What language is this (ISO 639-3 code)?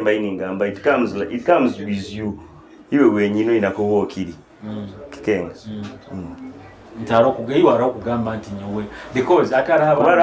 nyo